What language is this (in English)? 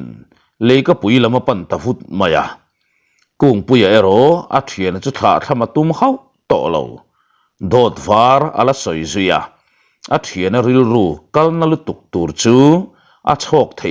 Mizo